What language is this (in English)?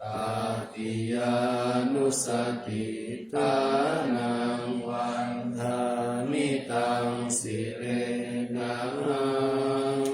Pali